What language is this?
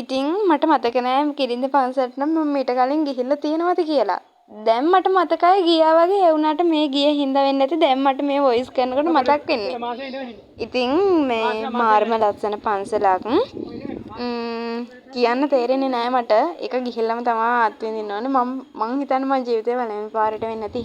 Sinhala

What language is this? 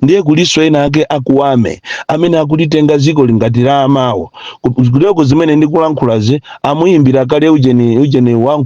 Nyanja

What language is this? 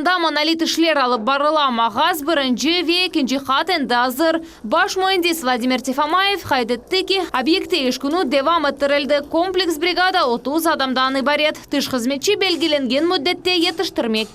Crimean Tatar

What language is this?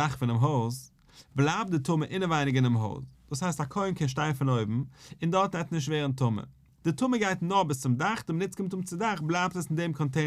Yiddish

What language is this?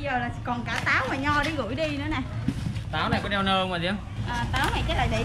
Vietnamese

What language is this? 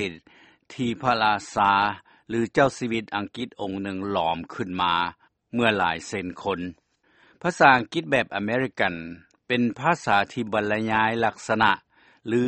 Lao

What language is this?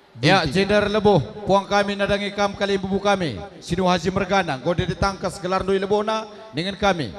Batak Karo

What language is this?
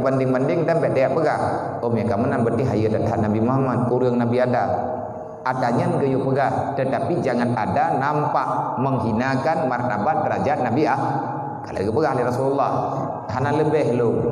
Achinese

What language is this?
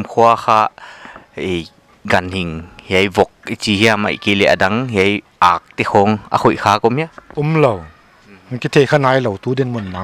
Paite Chin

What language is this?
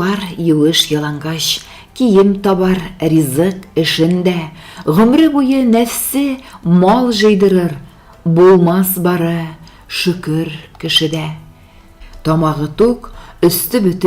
Bashkir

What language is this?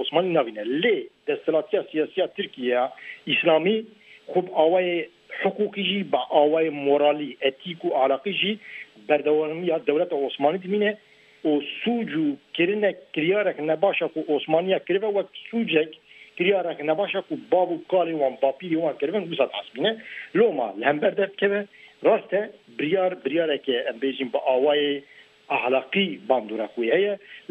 Kurdish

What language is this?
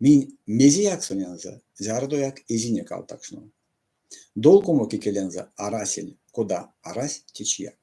Erzya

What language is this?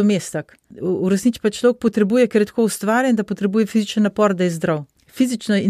Slovenian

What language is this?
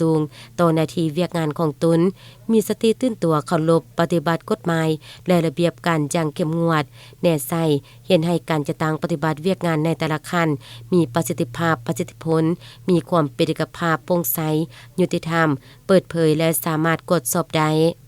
Lao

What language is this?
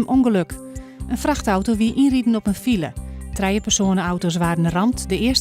Western Frisian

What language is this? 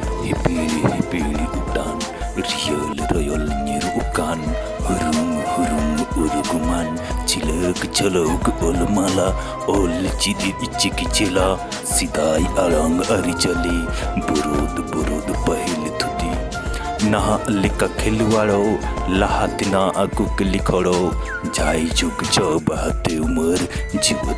Santali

